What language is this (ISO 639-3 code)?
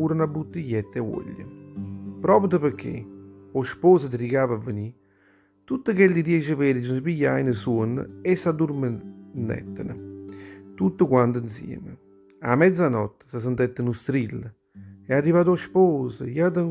nap